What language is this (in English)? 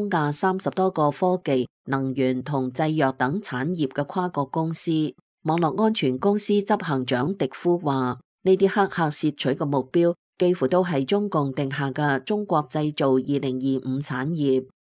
Cantonese